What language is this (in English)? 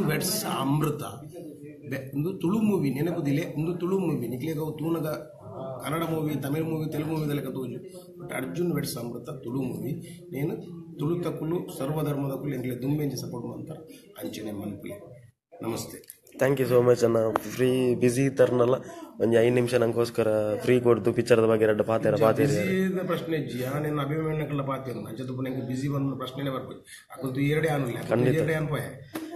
Tulu